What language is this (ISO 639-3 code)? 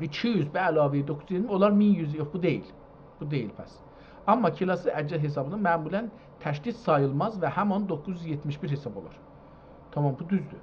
azb